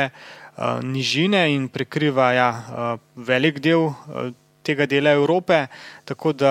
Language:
Slovenian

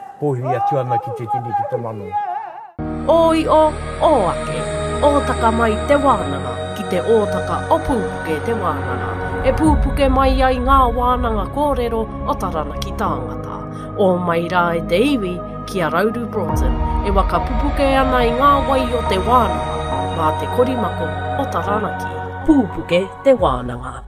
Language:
Māori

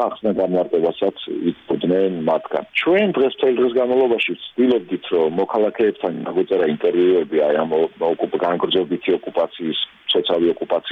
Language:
Georgian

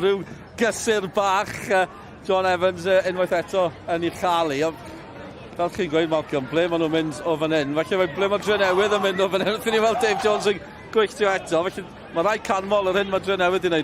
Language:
Welsh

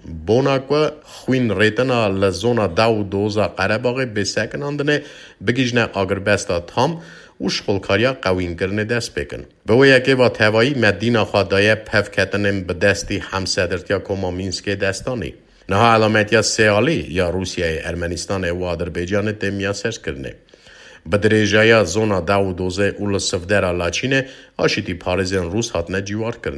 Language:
Kurdish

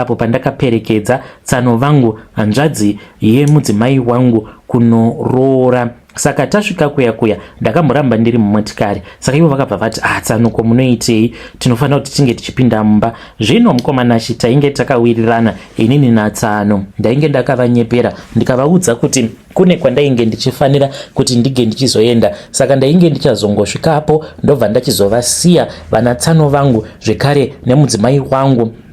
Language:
Shona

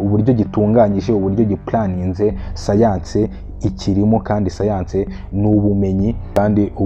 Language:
Kinyarwanda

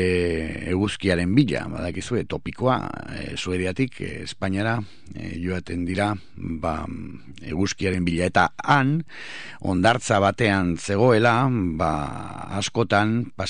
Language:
Basque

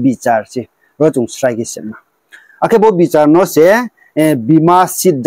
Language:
Riang (India)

